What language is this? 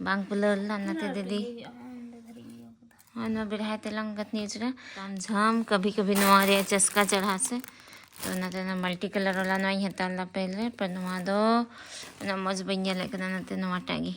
Santali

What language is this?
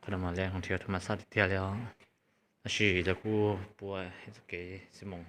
Hmong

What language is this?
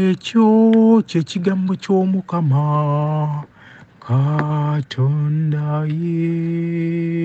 Ganda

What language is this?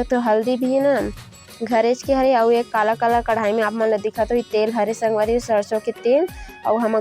Chhattisgarhi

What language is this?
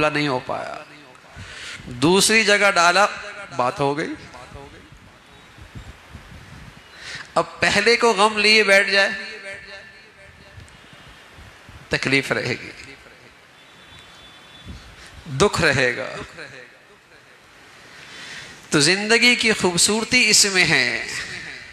Urdu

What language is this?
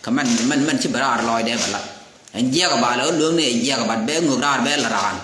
Nuer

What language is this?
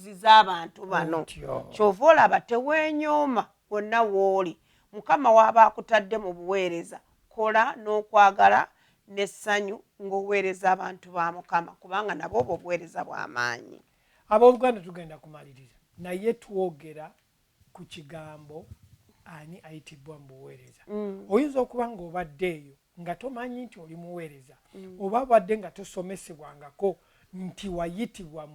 Ganda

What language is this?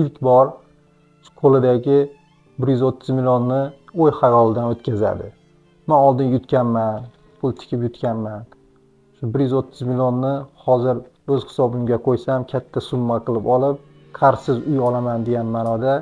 Uzbek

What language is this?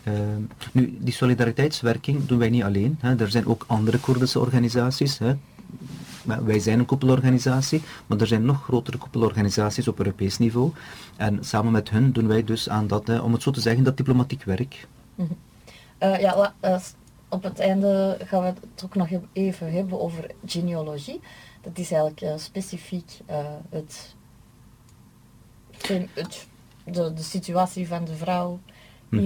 Dutch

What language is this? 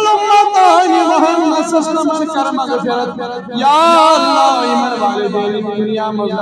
Kashmiri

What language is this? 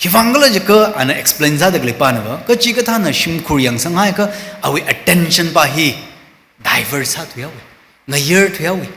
Tangkhul Naga (India)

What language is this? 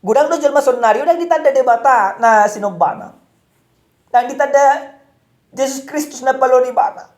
Batak Toba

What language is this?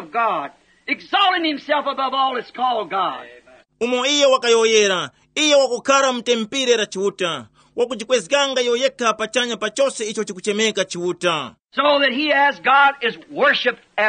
Tumbuka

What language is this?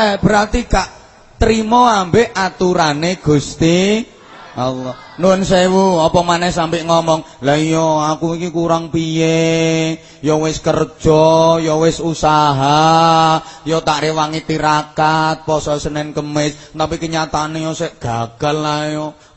Javanese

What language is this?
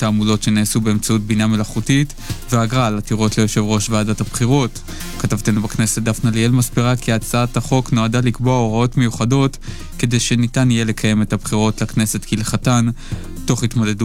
Hebrew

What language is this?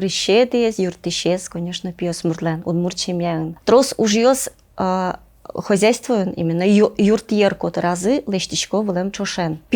Udmurt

